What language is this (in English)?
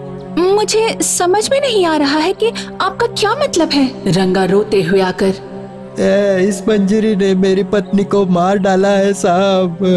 Hindi